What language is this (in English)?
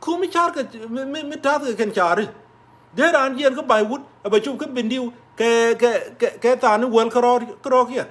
Nuer